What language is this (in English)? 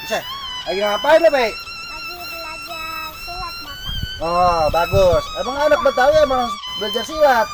Betawi